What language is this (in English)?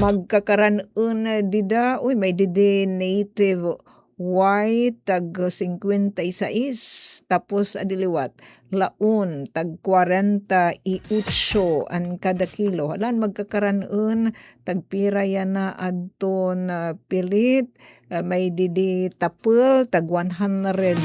Waray